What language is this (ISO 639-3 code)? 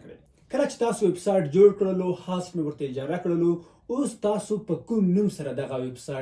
pus